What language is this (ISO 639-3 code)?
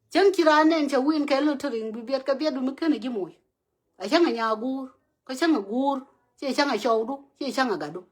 nus